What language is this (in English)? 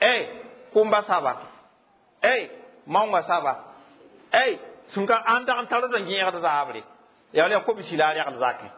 Mossi